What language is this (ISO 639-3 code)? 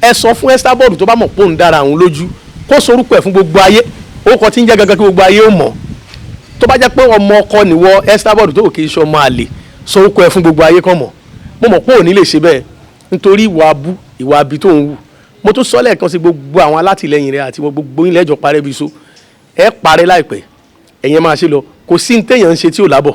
yor